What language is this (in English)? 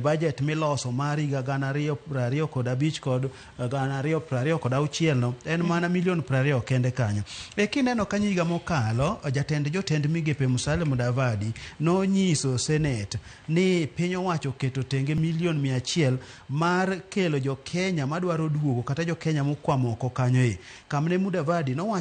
Luo (Kenya and Tanzania)